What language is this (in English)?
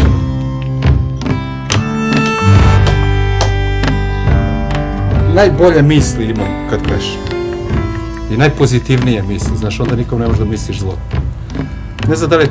Serbian